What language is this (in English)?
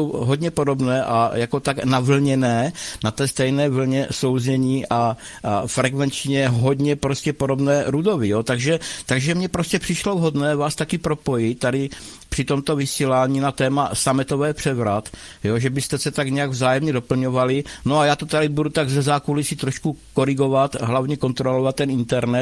Czech